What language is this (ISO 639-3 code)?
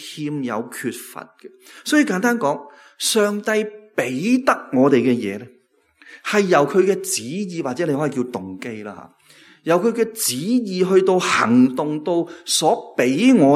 yue